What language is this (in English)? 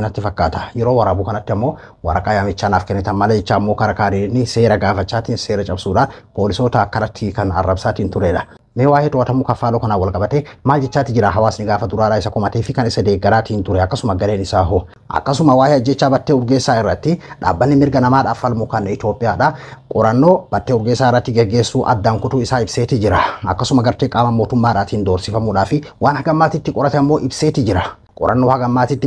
Oromo